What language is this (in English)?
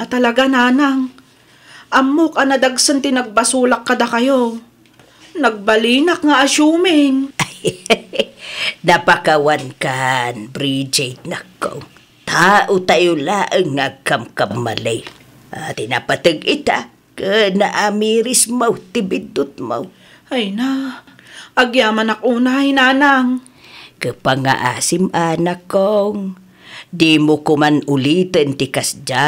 Iloko